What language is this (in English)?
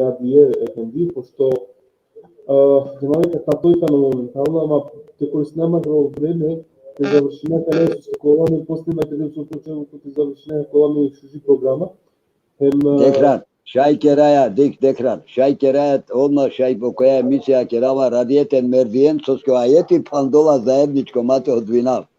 Balkan Romani